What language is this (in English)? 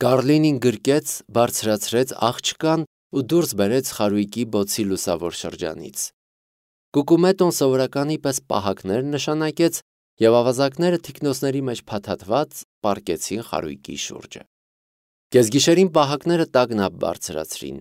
Armenian